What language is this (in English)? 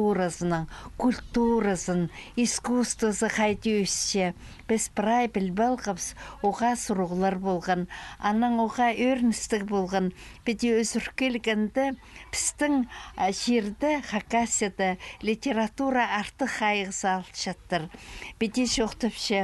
Khakas